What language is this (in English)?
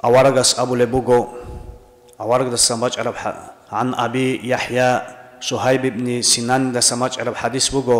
Avaric